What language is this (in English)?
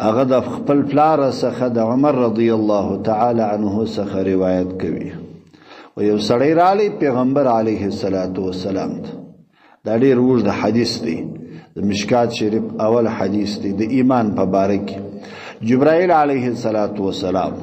Pashto